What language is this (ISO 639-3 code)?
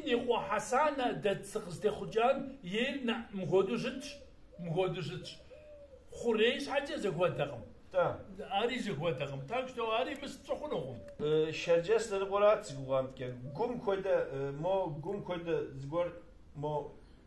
kbd